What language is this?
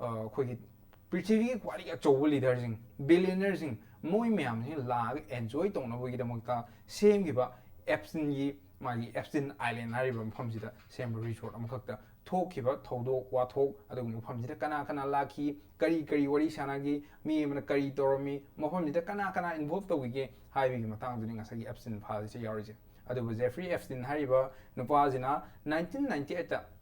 Manipuri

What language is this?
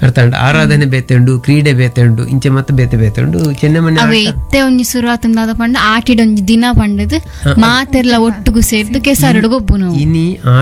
Tulu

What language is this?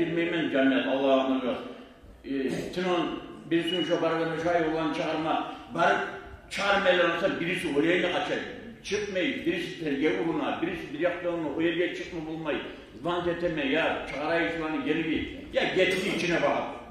Kumyk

